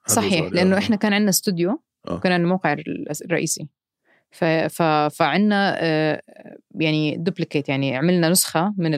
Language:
North Levantine Arabic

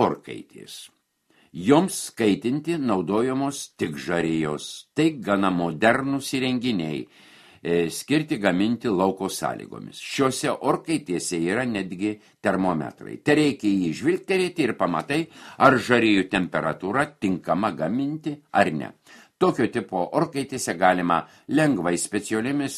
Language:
Lithuanian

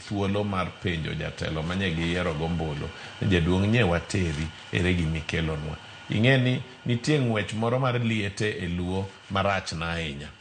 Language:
Luo (Kenya and Tanzania)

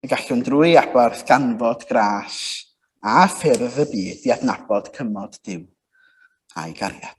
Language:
Welsh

